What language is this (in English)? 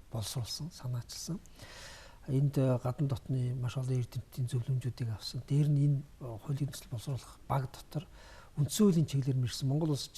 Mongolian